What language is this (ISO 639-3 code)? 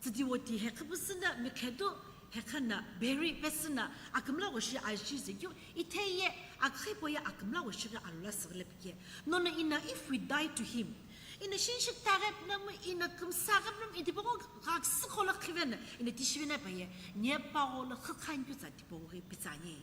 nsm